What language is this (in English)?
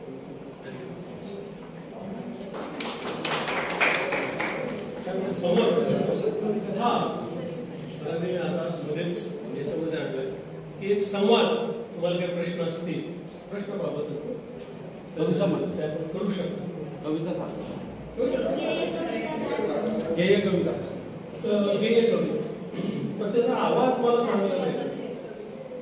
Marathi